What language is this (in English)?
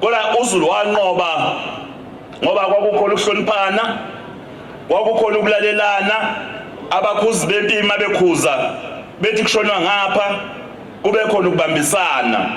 Zulu